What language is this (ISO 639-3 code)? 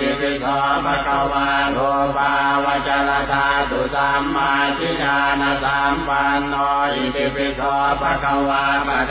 pli